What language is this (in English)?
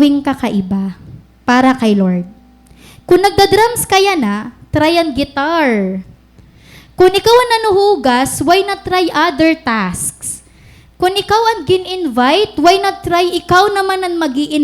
Waray